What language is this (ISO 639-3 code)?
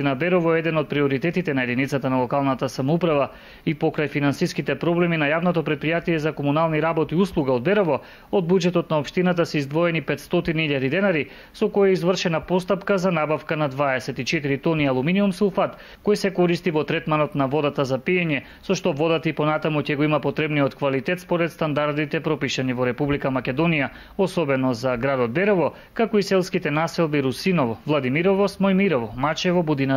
mkd